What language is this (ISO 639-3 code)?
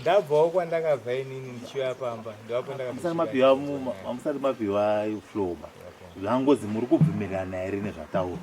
sna